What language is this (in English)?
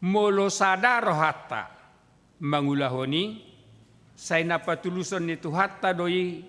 Batak Toba